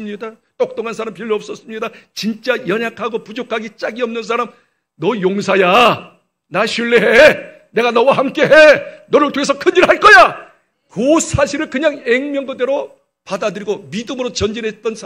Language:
Korean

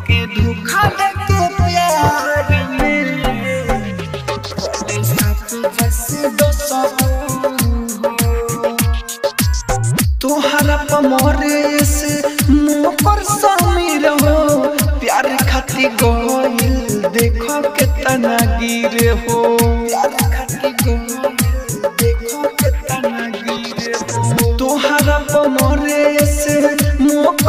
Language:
Bhojpuri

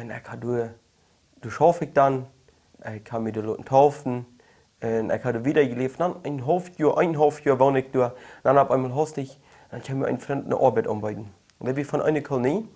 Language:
Plautdietsch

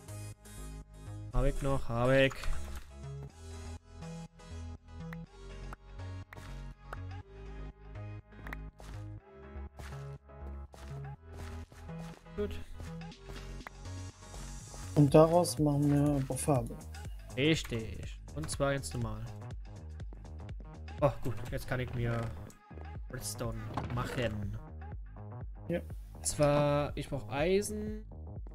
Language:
German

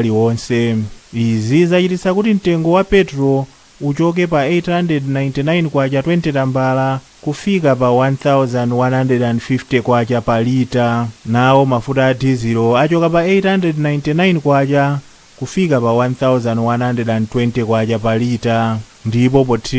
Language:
Nyanja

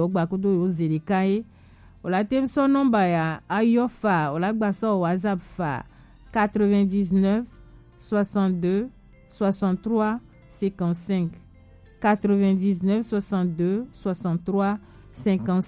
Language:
Gen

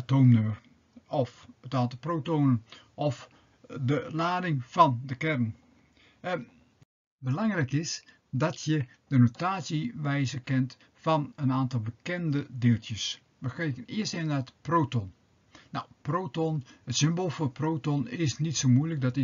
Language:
Dutch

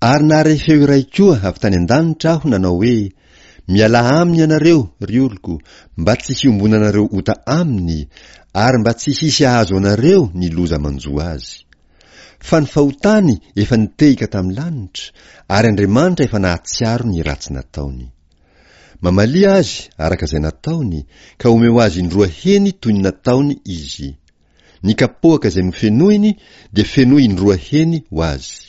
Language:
Malagasy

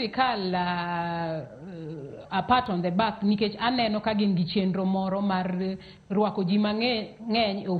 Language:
Luo (Kenya and Tanzania)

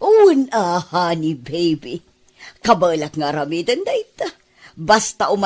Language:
Iloko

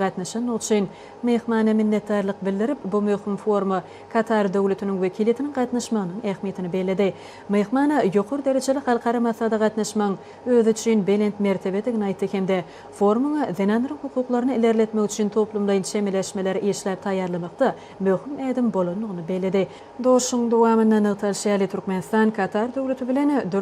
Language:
Turkmen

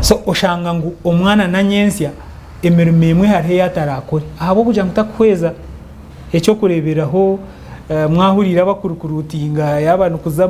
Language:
Nyankole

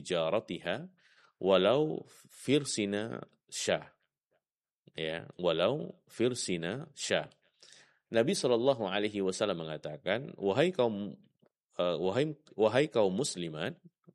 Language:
Indonesian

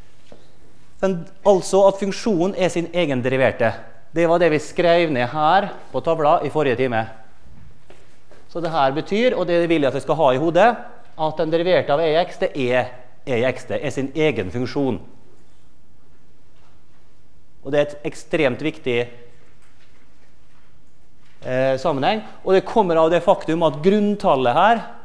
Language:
Norwegian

